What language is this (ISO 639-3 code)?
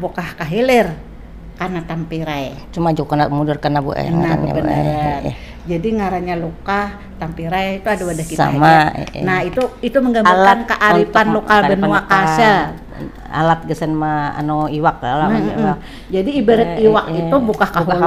bjn